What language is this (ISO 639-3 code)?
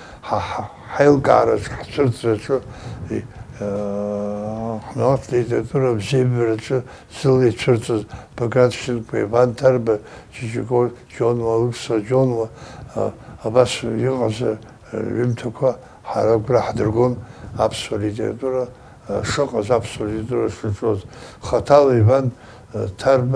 abk